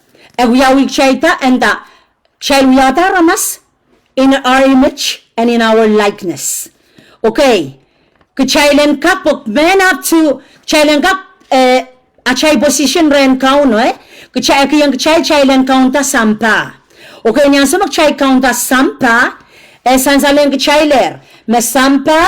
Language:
Pohnpeian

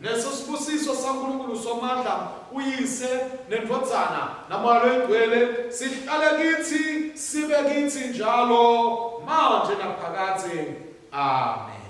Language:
Swati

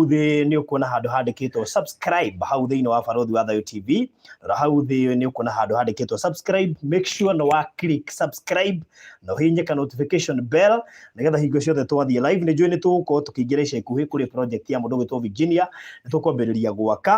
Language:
Kikuyu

